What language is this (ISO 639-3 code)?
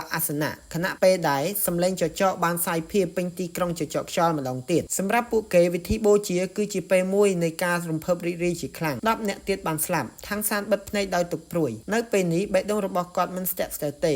khm